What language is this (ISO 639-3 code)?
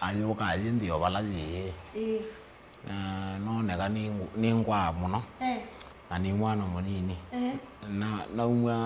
kam